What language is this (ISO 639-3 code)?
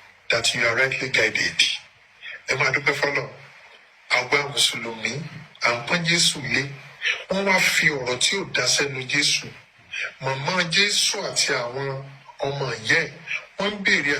yor